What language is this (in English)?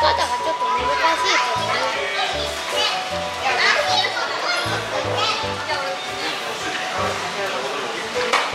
Japanese